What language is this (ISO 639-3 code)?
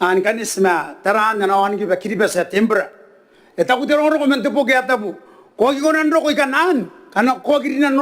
gil